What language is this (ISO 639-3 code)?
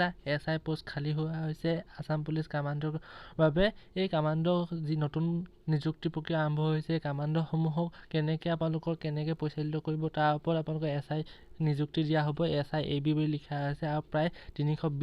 asm